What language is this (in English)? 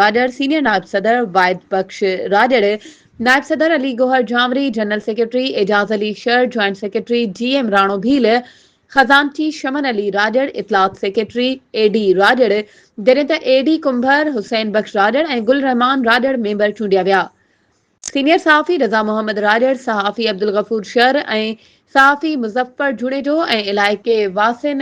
Sindhi